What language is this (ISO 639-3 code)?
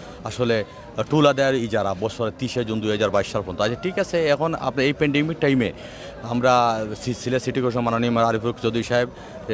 syl